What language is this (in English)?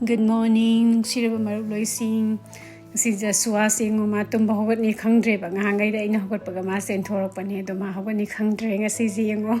Manipuri